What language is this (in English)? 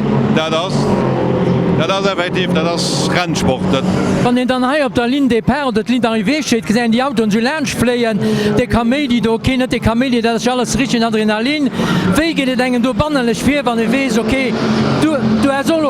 Luxembourgish